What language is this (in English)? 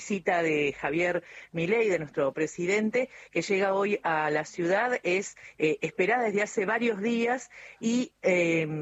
Spanish